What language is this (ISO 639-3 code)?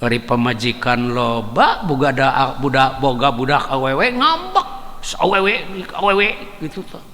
sun